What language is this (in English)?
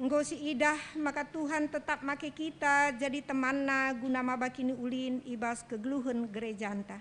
Batak Karo